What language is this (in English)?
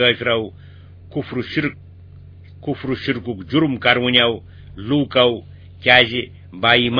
Kashmiri